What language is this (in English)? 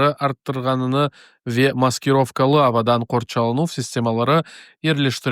Crimean Tatar